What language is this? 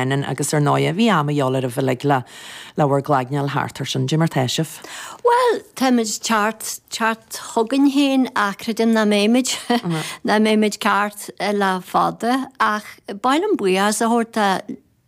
Irish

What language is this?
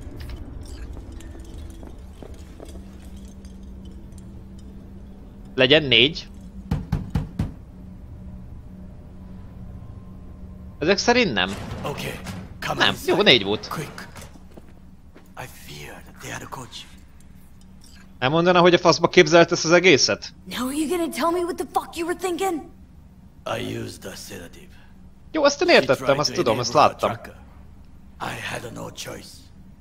Hungarian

